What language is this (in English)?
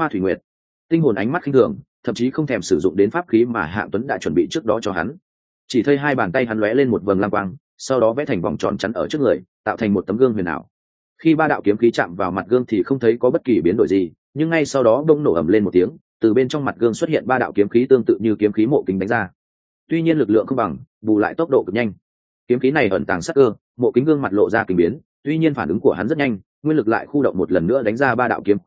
Vietnamese